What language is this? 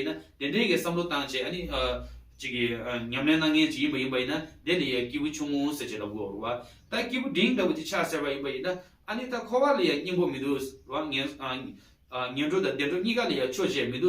Tibetan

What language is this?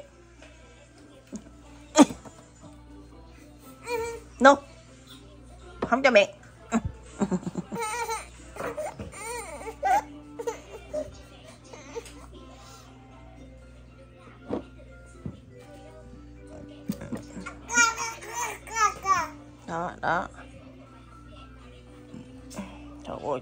Vietnamese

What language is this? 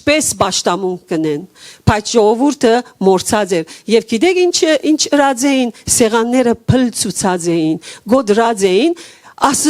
Western Armenian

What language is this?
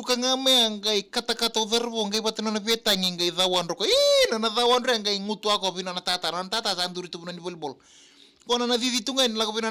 Fijian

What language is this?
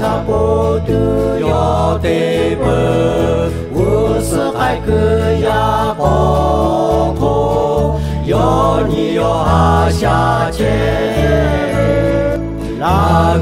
Lahu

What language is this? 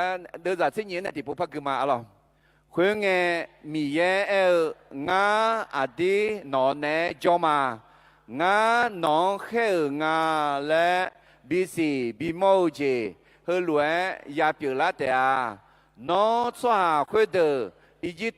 Akha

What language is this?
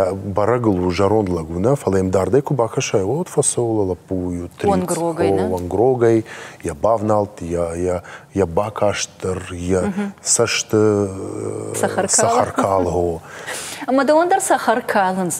Ossetic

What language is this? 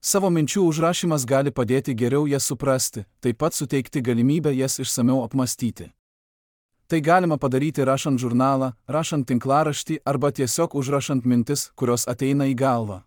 Lithuanian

